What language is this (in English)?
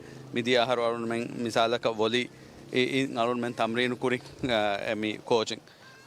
Divehi